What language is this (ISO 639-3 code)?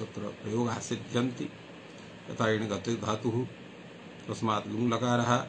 san